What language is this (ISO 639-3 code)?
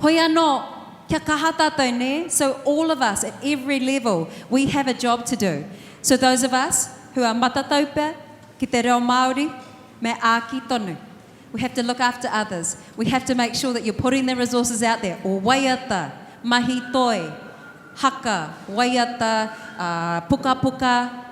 mri